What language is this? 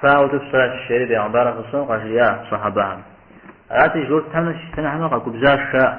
Kabardian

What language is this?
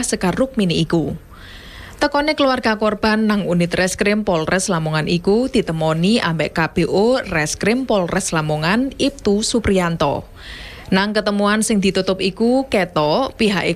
Javanese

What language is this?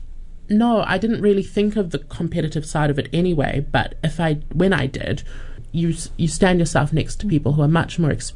English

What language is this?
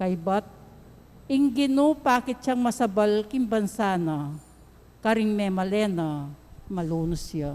Pampanga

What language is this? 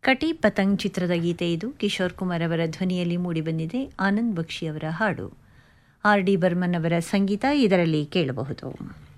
Kannada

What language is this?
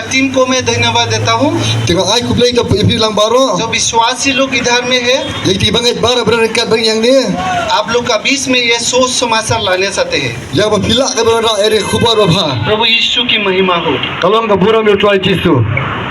Khasi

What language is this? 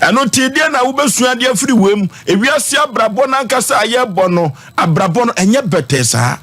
Akan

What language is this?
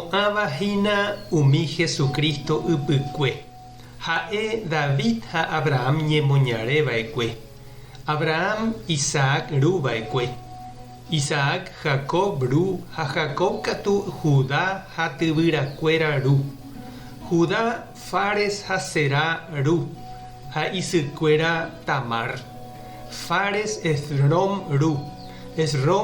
Guarani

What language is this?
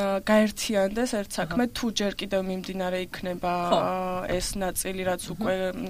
Georgian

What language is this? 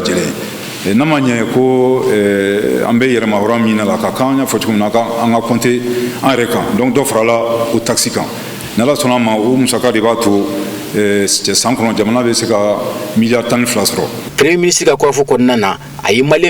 Bambara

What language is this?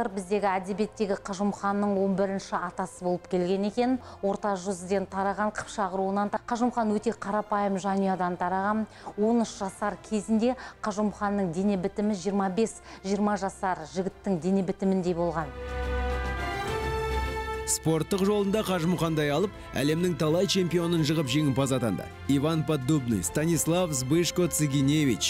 Kazakh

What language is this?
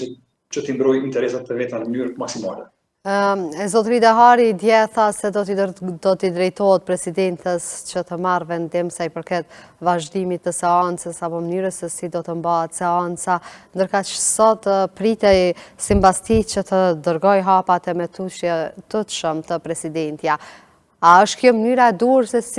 Albanian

